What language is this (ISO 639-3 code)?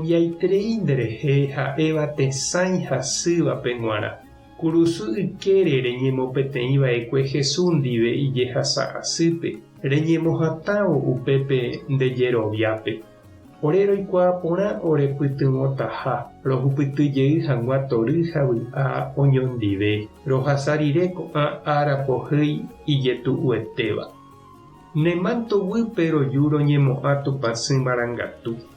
grn